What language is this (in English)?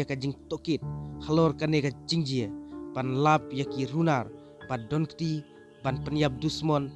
Khasi